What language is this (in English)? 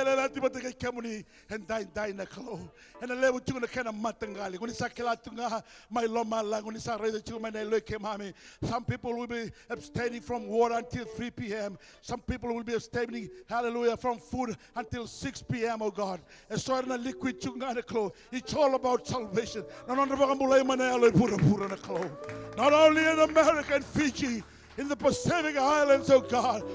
Fijian